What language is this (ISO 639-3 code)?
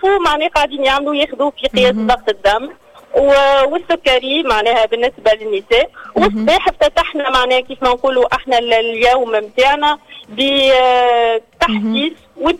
aeb